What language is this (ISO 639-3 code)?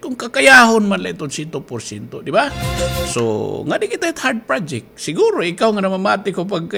war